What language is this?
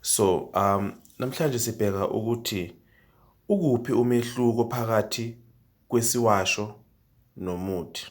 Zulu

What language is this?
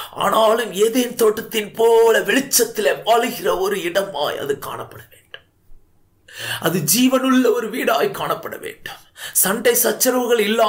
Tamil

